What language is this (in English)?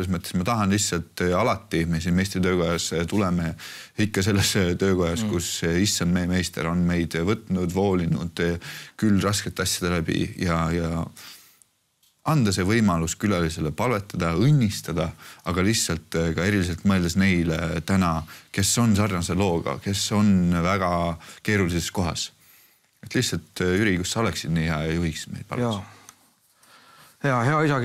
Estonian